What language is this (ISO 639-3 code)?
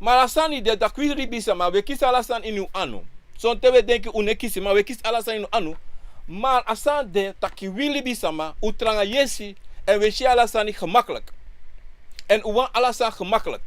srn